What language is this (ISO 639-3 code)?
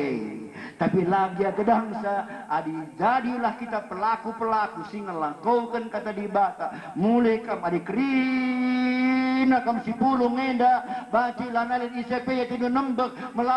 btx